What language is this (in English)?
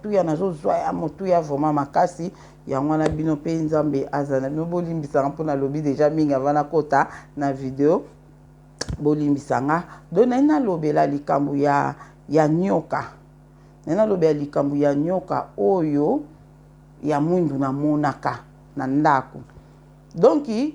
Lingala